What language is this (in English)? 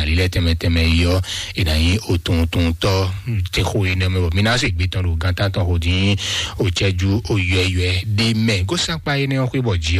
Fon